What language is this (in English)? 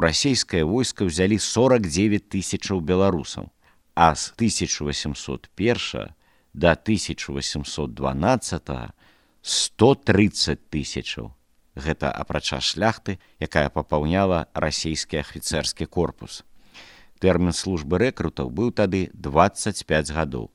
Belarusian